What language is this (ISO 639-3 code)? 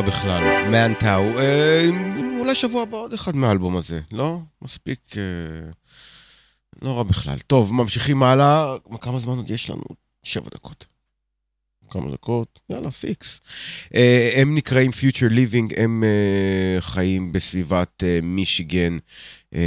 heb